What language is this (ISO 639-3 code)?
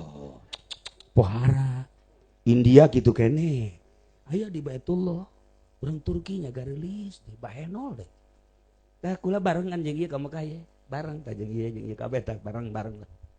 sun